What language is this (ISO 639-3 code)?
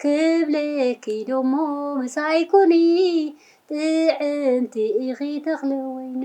tir